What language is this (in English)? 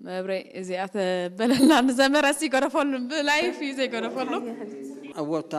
Tigrinya